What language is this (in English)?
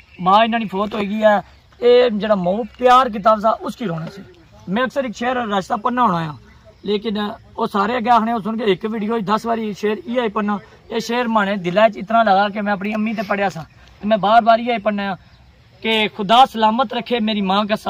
Pahari-Potwari